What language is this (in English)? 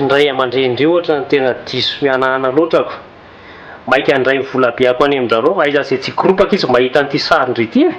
Malagasy